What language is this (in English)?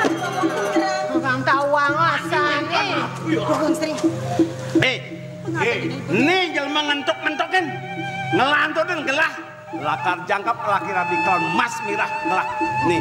Balinese